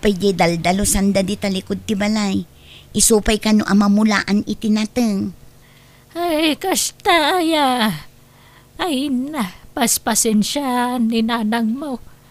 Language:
Iloko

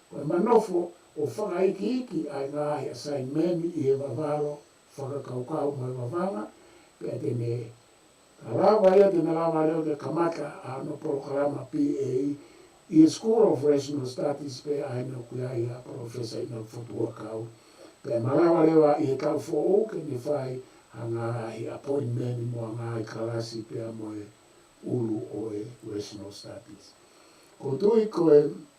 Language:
Tongan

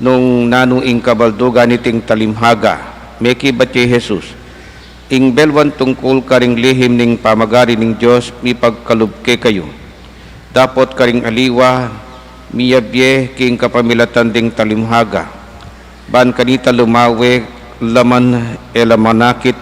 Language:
Pampanga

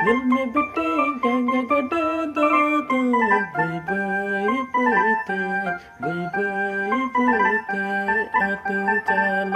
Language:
Santali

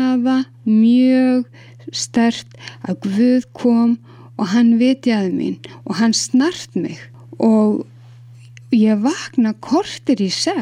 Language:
Icelandic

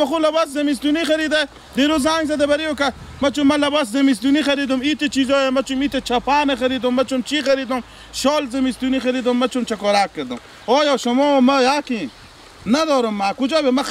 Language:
Persian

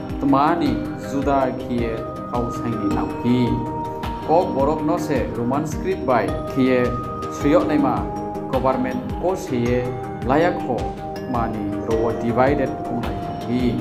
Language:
Riang (India)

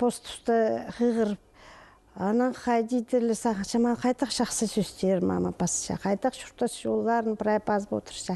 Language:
Khakas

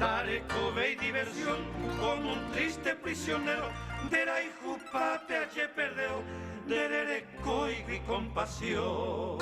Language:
Guarani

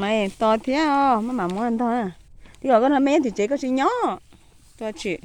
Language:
Hmong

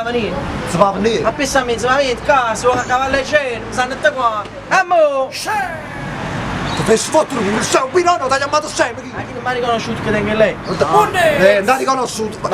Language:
Neapolitan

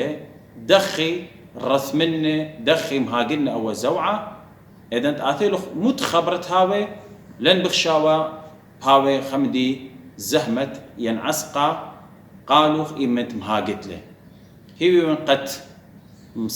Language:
Assyrian Neo-Aramaic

